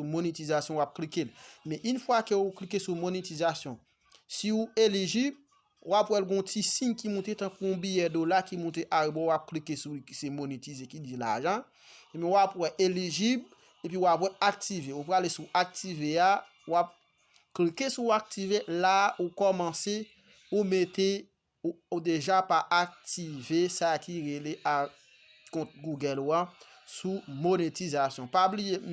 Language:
Haitian Creole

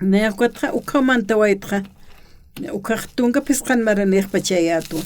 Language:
Aymara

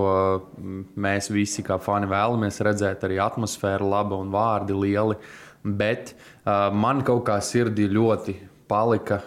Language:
Latvian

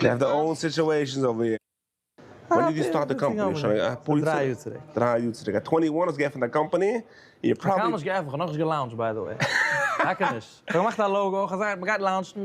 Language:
Yiddish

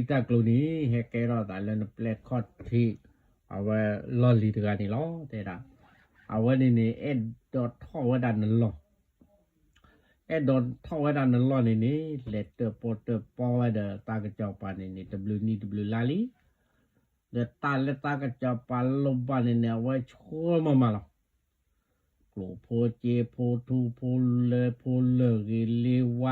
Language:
S'gaw Karen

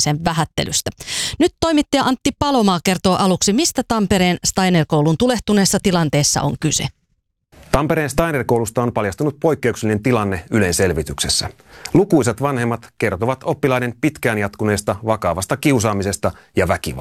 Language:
Finnish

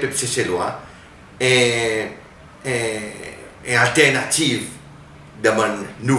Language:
Seselwa Creole French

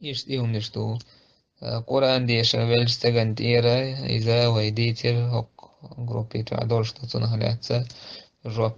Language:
Chechen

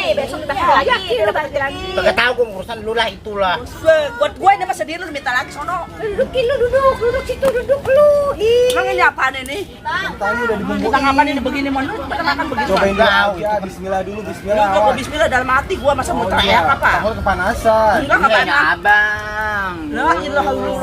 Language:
Betawi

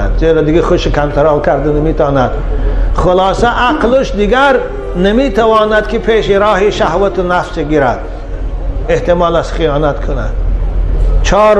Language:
Tajik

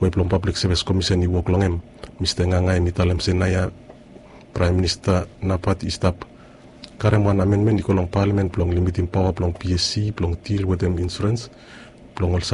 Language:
Bislama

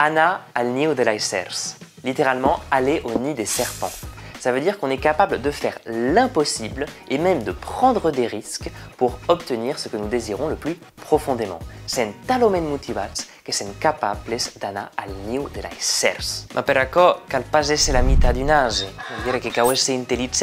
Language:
Occitan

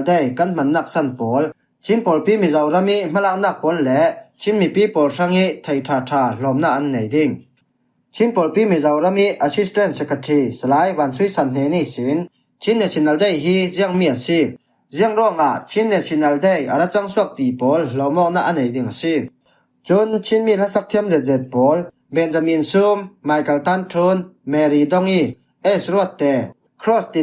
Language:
Falam Chin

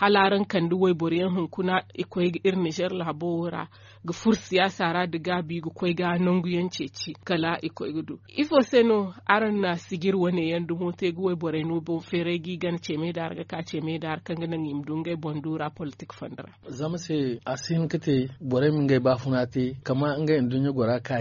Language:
Zarma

